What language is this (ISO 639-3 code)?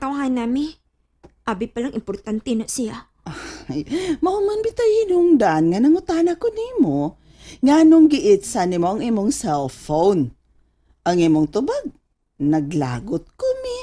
ceb